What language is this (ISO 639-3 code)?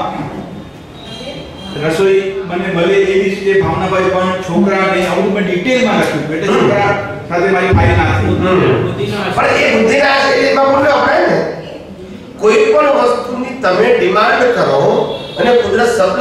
guj